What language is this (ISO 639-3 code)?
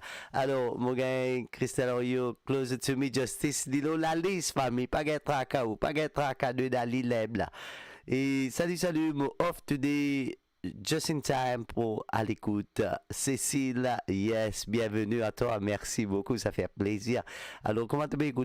mfe